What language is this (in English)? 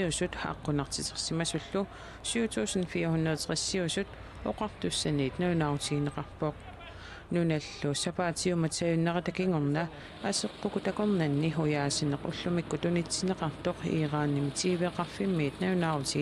Kalaallisut